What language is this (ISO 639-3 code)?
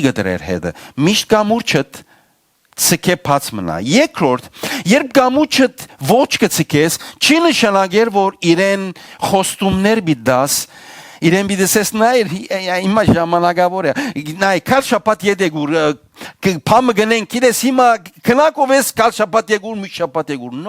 hyw